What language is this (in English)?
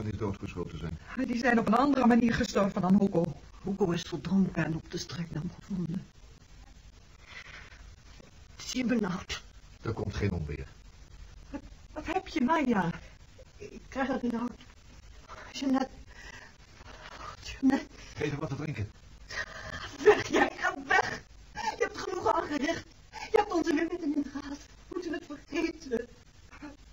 Dutch